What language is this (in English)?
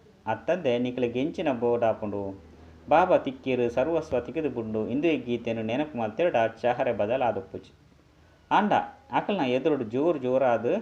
Tulu